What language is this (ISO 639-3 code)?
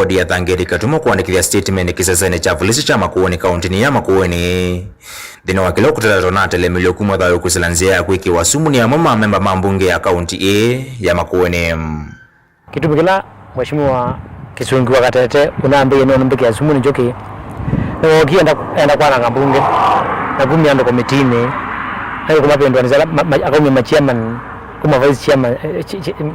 kam